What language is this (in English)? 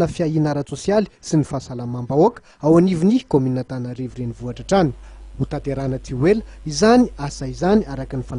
Malagasy